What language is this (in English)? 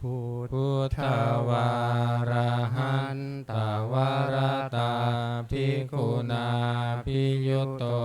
Pali